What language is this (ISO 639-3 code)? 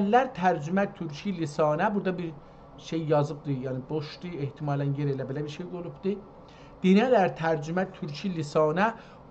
azb